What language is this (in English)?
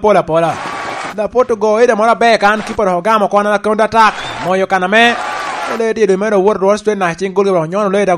Lango (Uganda)